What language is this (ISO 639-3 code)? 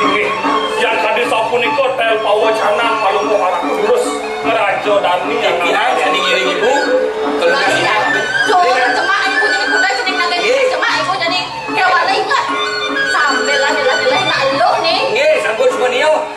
ban